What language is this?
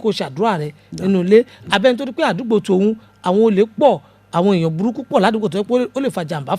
Yoruba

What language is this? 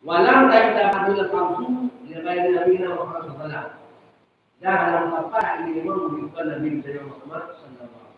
Achinese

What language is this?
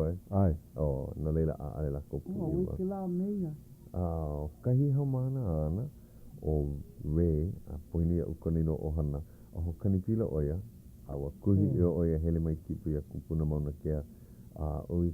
Hawaiian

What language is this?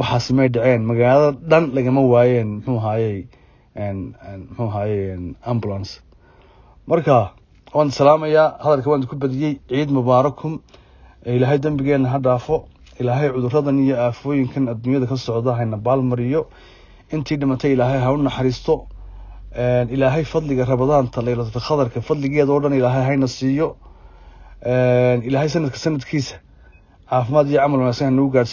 Somali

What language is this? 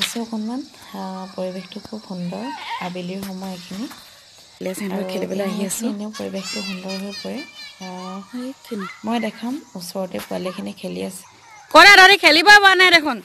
Assamese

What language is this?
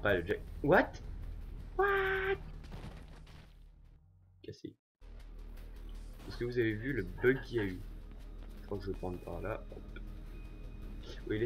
French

